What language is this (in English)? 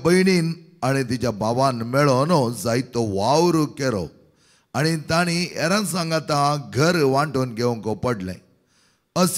Konkani